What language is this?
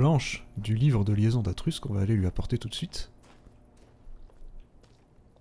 French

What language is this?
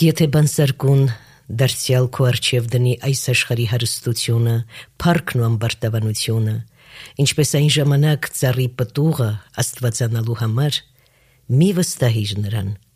Armenian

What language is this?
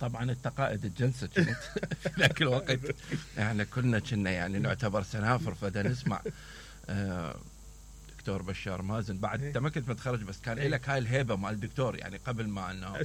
Mesopotamian Arabic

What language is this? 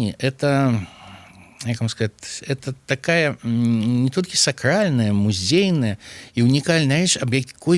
Belarusian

